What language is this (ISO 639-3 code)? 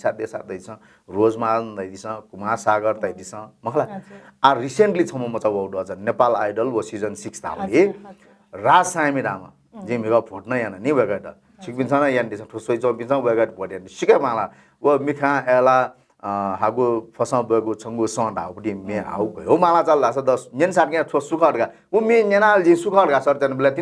new